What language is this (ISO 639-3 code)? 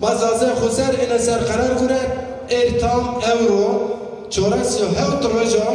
zza